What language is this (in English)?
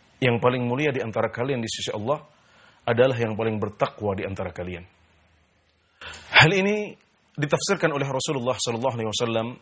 Indonesian